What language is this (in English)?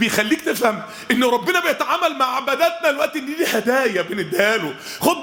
Egyptian Arabic